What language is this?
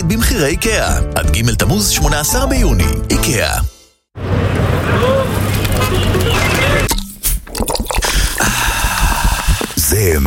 Hebrew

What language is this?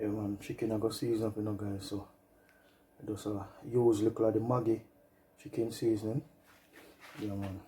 Jamaican Creole English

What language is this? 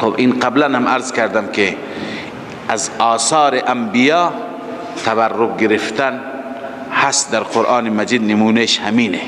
Persian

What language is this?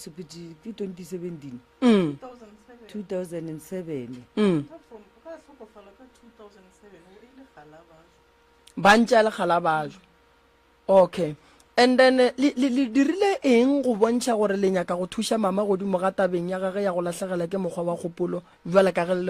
Northern Sotho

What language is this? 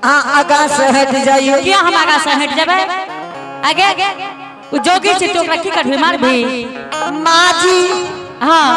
Angika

